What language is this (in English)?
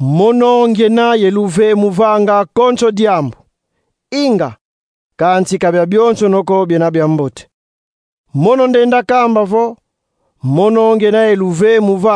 Kongo